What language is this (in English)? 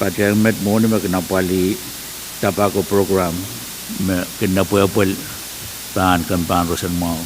Pohnpeian